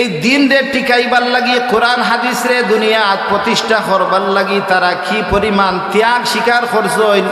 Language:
Sylheti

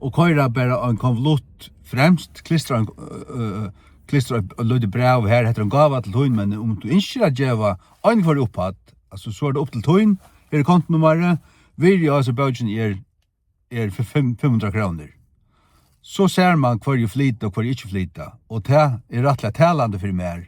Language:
Faroese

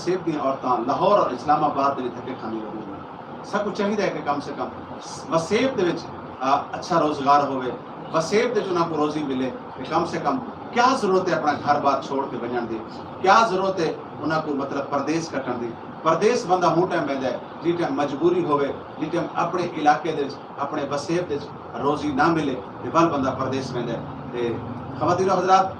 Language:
Saraiki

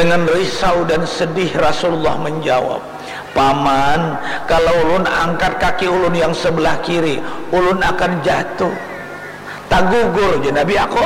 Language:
Banjar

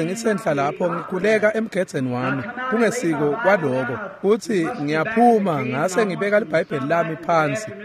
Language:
Swati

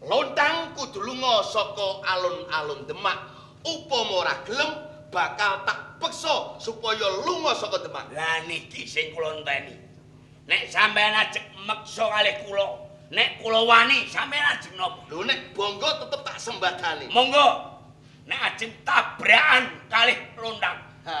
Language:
Javanese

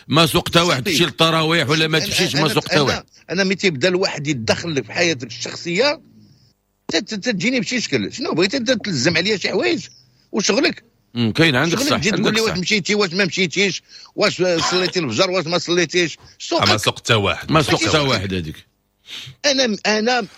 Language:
Moroccan Arabic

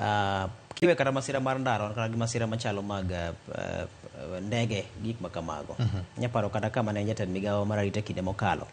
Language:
Luo (Kenya and Tanzania)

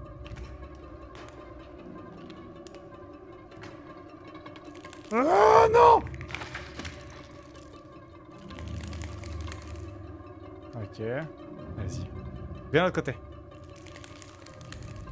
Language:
French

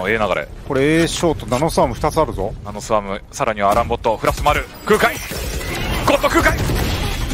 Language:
Japanese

